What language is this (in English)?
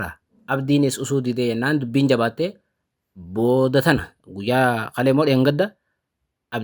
Oromo